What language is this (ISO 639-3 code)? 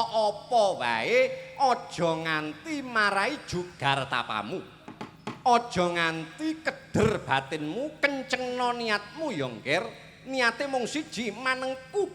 jav